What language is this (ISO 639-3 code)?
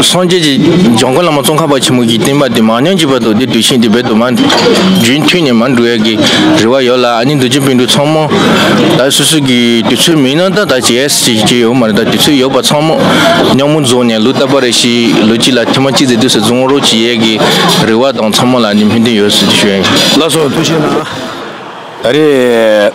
bod